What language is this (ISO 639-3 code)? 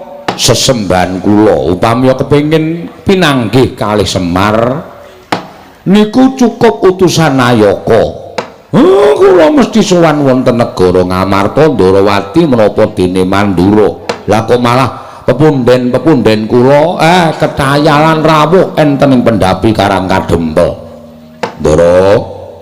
jav